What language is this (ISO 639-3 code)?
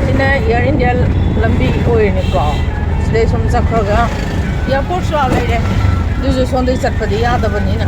mni